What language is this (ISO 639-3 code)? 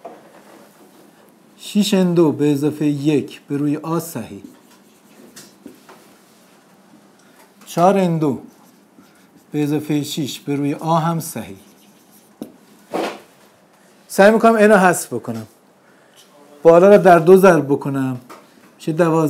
fas